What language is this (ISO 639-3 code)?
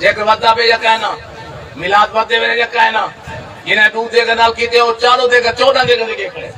skr